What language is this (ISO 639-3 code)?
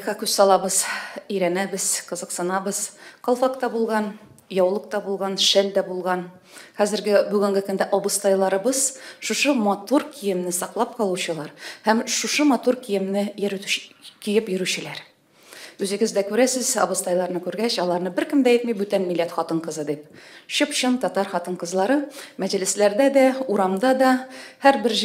tat